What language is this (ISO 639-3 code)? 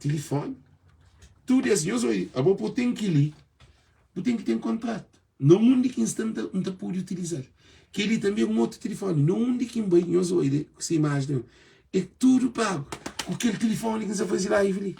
kea